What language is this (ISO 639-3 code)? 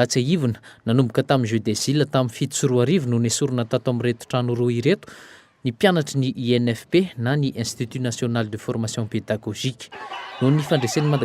mlg